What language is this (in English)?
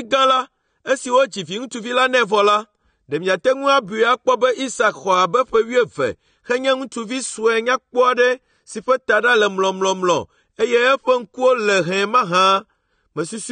Ewe